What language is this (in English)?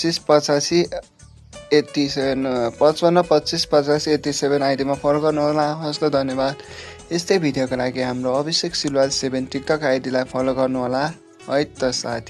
Nepali